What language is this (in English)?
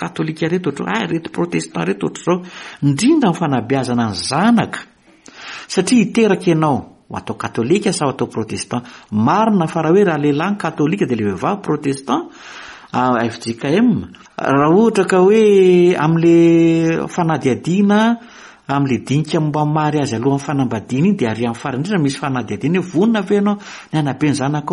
Malagasy